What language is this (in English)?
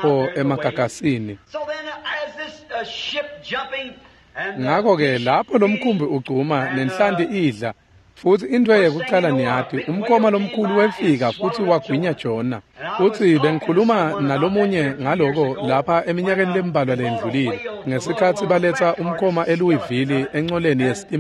Swati